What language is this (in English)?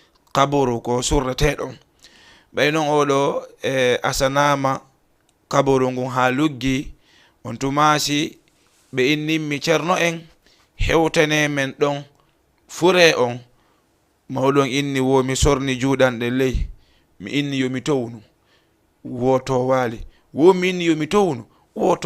Fula